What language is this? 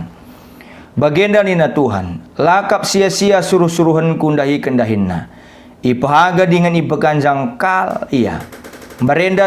Batak Karo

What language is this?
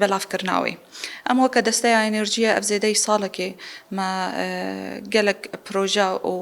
Kurdish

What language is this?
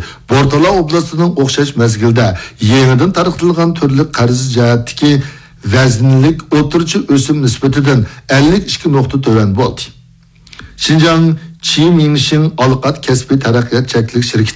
Uyghur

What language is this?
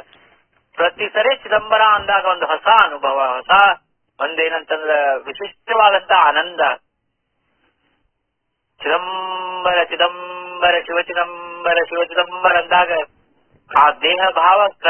Kannada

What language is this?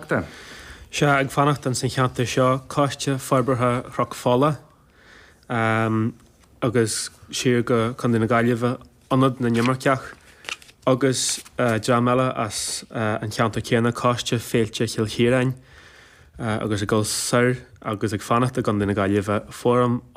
Irish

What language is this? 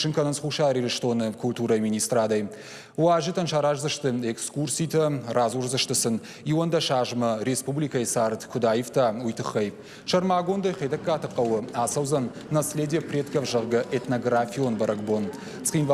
Ossetic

